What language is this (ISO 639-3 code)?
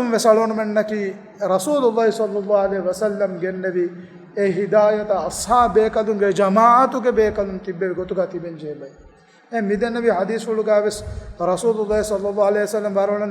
div